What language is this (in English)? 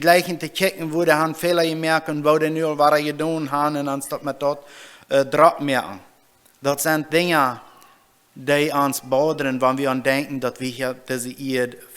Plautdietsch